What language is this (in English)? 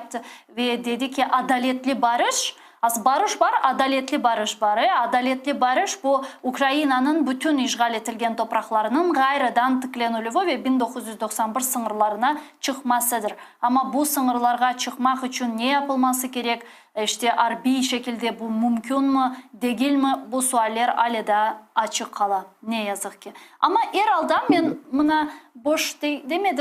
Crimean Tatar